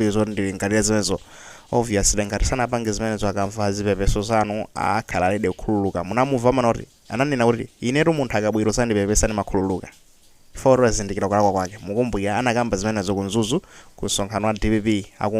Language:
Nyanja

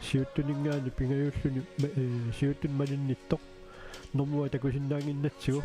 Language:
Kalaallisut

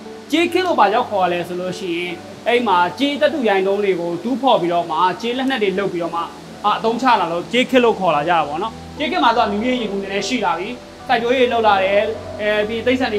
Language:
Burmese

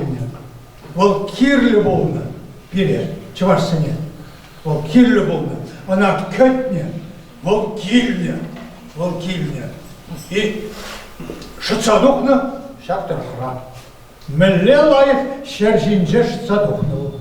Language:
Chuvash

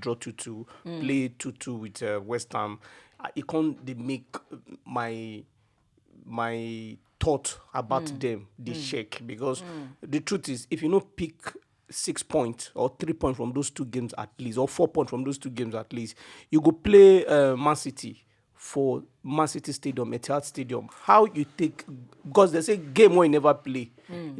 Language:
Nigerian Pidgin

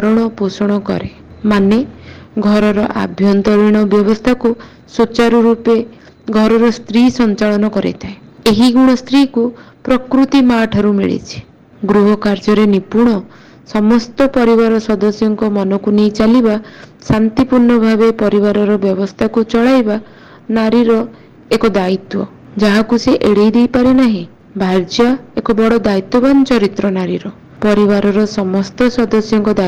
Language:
Odia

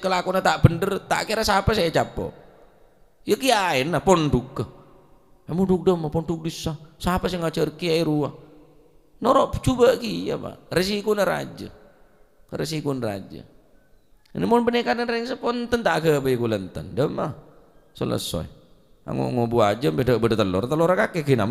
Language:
Madurese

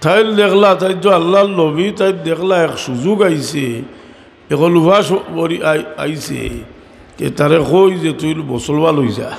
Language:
Sylheti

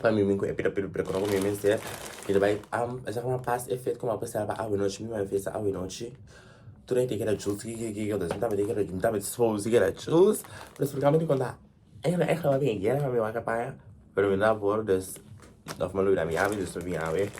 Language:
Papiamento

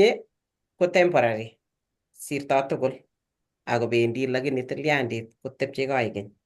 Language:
Kalenjin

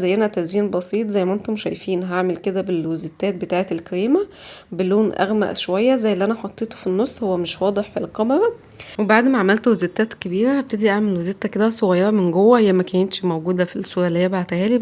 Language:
Egyptian Arabic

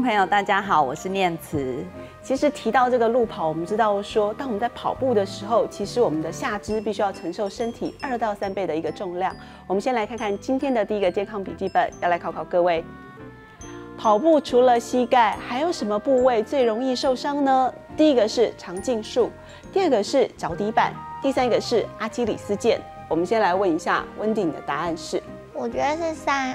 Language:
Chinese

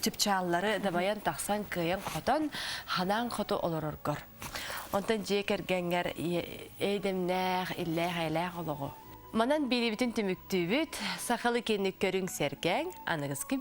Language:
Yakut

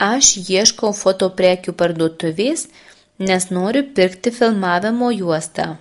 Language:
Lithuanian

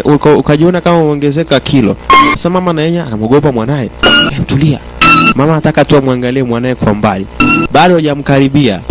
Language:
Swahili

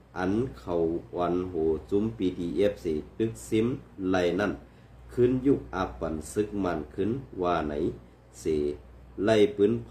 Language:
Shan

